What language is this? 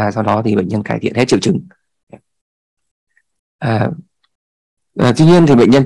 Vietnamese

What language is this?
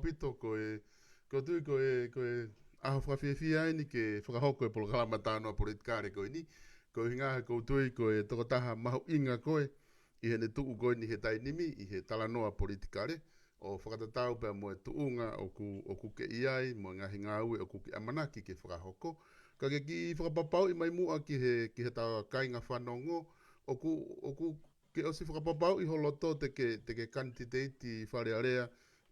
Tongan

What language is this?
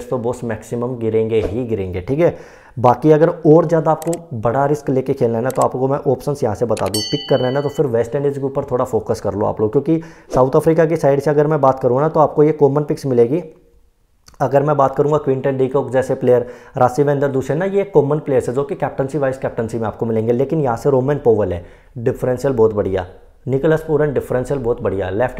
Hindi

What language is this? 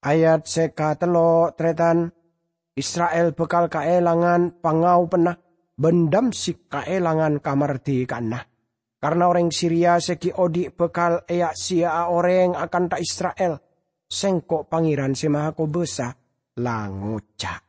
Madurese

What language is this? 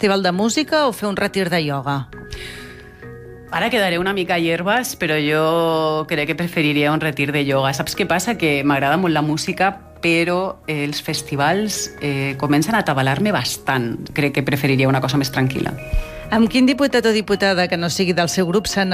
Catalan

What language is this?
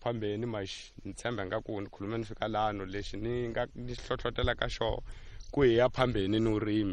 Tsonga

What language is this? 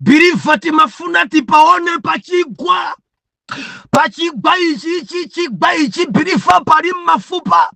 Nyanja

